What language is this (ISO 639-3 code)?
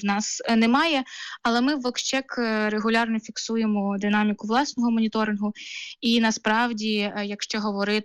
ukr